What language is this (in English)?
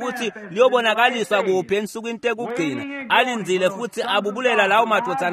Swati